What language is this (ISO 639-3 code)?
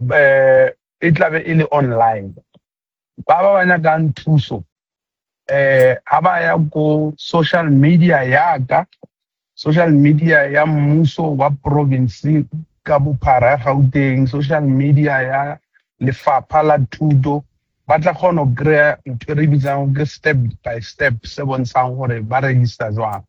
sot